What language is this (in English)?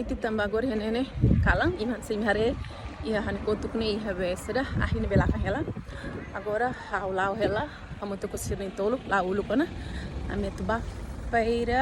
Tetum